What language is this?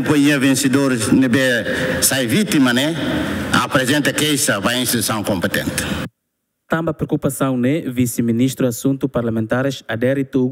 Tetum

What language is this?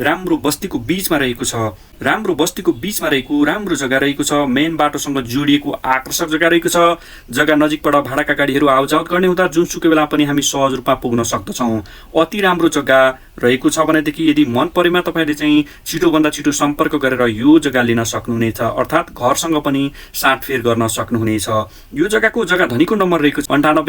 Nepali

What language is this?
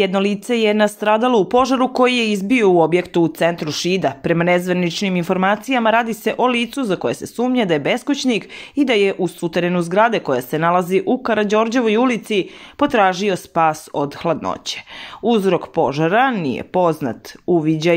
Serbian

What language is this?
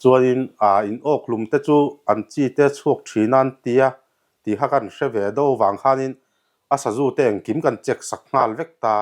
Mizo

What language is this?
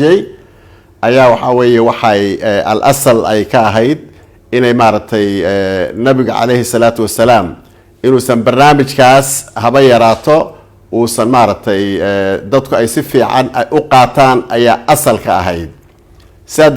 Somali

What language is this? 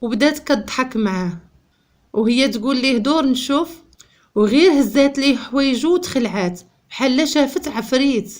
Moroccan Arabic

